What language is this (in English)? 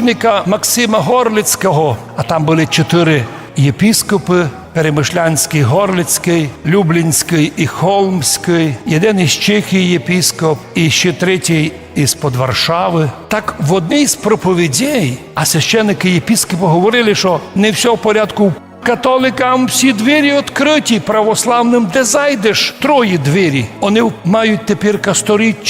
Rusyn